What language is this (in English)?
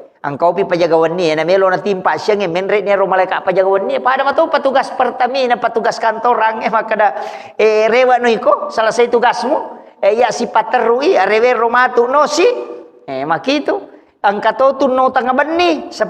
Buginese